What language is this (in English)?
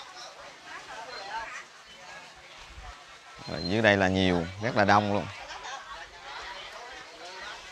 Vietnamese